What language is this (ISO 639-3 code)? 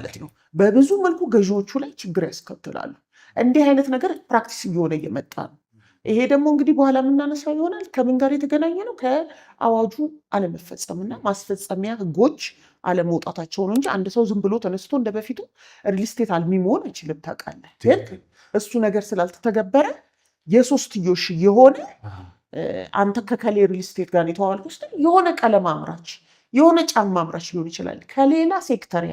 amh